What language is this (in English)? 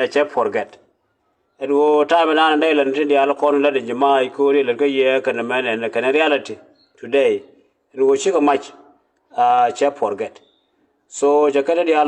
Nuer